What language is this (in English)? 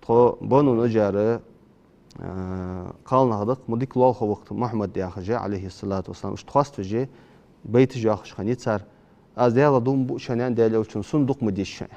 Ingush